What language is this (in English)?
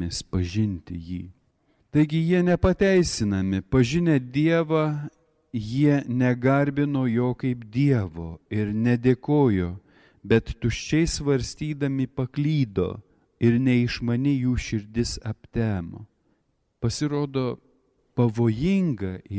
Lithuanian